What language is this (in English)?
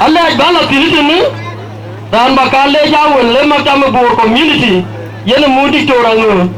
Dinka